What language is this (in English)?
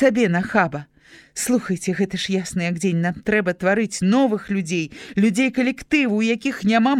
Belarusian